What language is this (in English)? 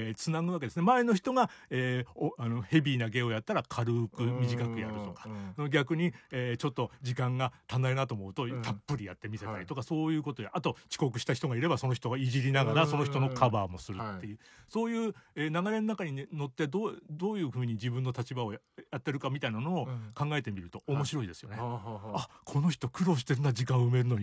Japanese